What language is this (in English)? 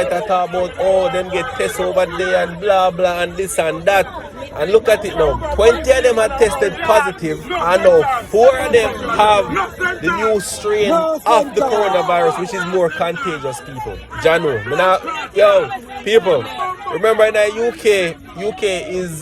Jamaican Creole English